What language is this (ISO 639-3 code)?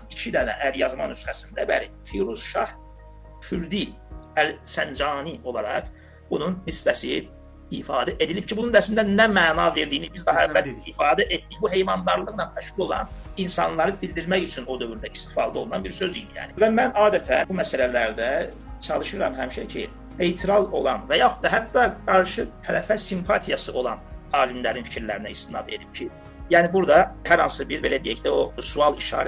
aze